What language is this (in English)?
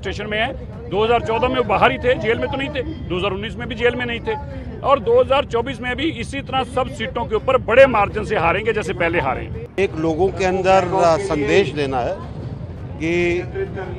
Hindi